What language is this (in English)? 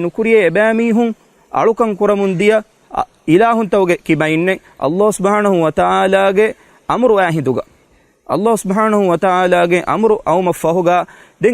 Divehi